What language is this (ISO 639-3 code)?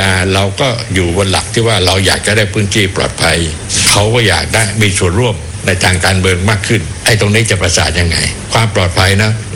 tha